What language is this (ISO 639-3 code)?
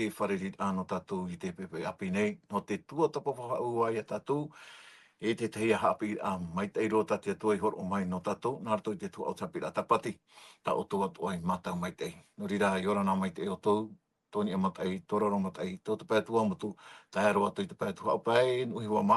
tah